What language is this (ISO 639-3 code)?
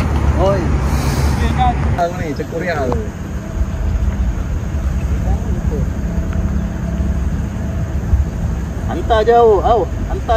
msa